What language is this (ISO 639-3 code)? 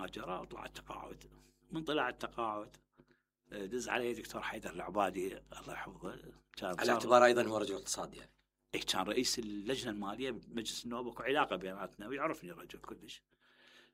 acm